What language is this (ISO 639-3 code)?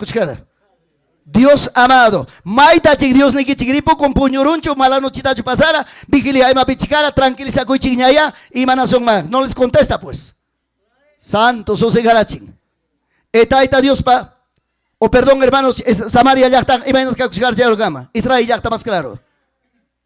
quy